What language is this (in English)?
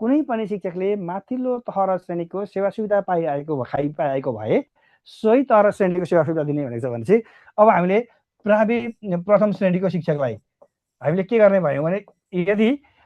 Nepali